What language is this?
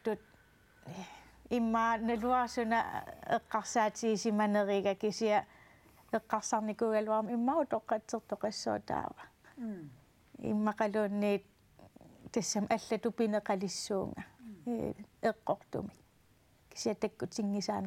Kalaallisut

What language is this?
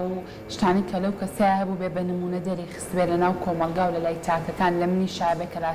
Central Kurdish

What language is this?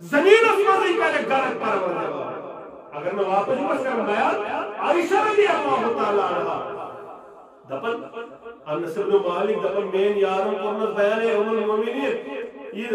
Kashmiri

